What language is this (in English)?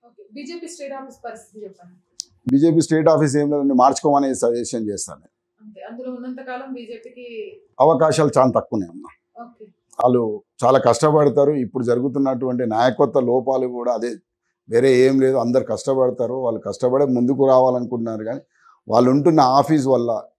Telugu